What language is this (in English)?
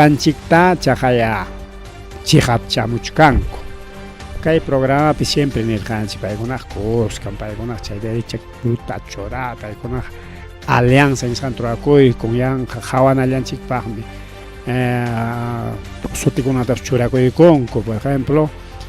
Ayacucho Quechua